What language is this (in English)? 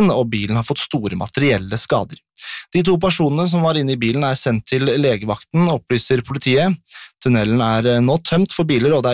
Norwegian